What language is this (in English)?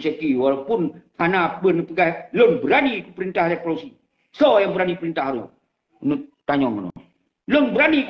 Achinese